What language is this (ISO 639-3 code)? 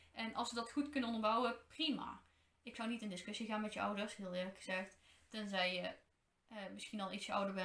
nld